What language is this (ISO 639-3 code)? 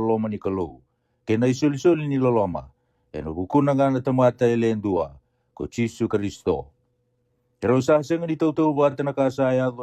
fij